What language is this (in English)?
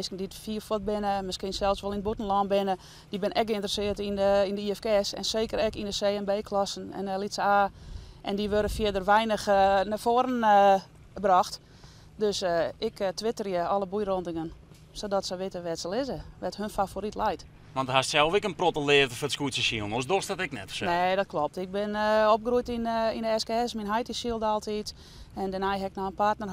Western Frisian